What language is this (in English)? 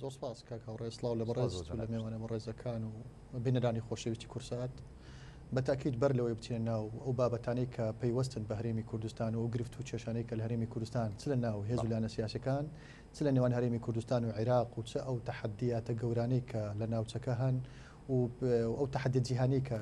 Central Kurdish